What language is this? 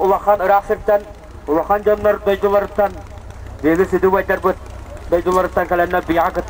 Yakut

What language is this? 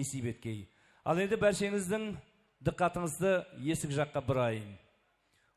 Kara-Kalpak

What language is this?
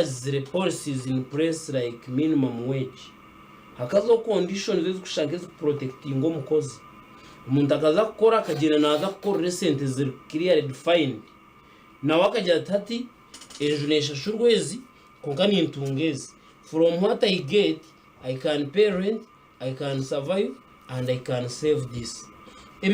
Nyankole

